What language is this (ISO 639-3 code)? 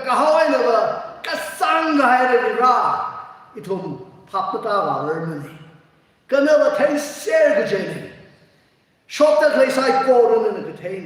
nmf